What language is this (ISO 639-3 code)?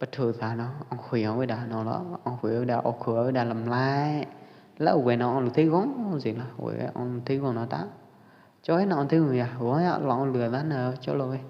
kjp